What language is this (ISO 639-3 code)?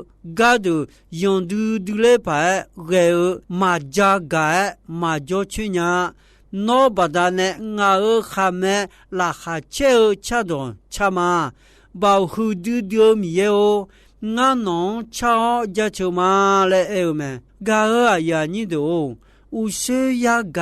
ahk